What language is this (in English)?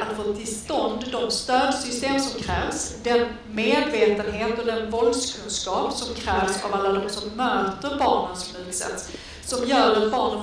Swedish